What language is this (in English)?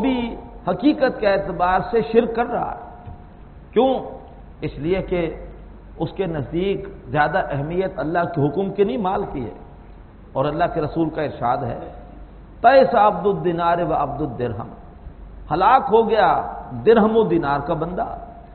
Urdu